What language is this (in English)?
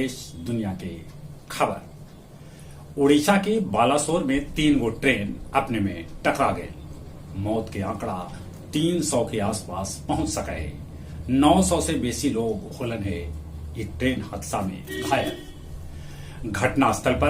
Magahi